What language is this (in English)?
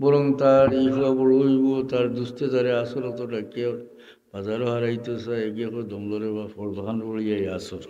Sylheti